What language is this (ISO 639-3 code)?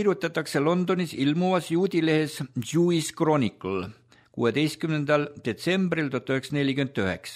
est